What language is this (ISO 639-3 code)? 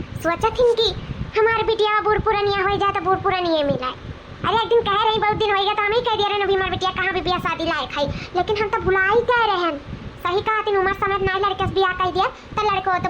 awa